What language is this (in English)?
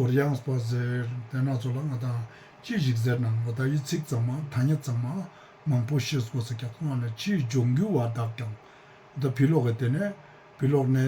Ladakhi